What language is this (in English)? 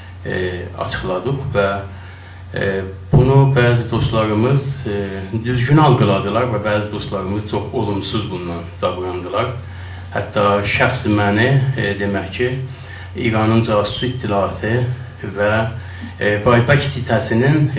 South Azerbaijani